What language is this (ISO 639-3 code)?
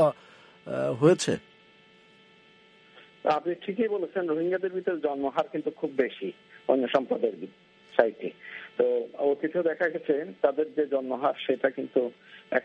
ben